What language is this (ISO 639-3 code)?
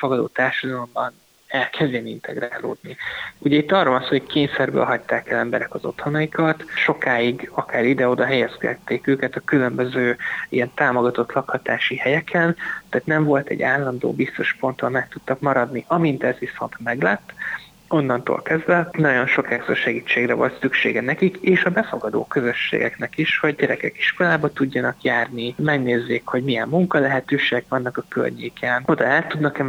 hun